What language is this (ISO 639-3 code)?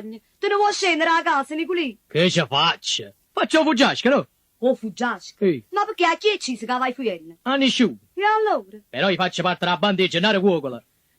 nap